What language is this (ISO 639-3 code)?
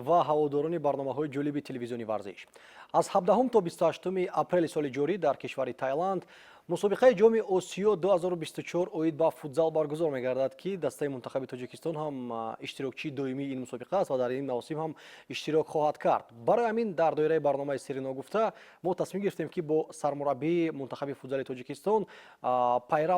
tgk